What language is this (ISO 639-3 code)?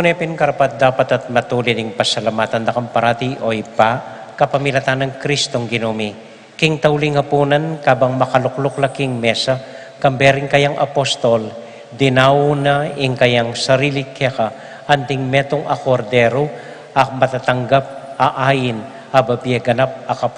pam